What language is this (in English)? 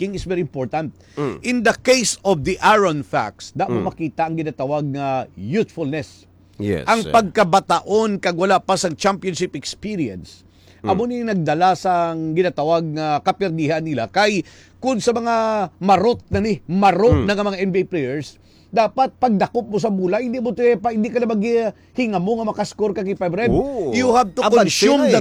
Hiligaynon